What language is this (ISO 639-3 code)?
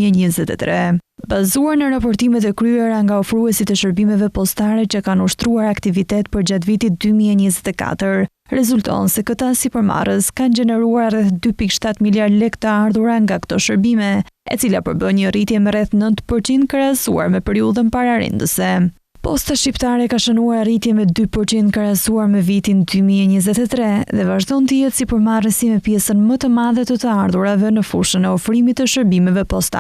sqi